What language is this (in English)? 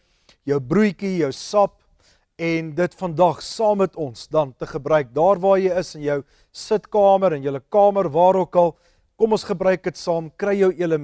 Afrikaans